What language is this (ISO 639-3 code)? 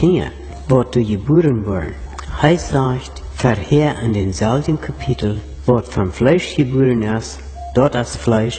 pdt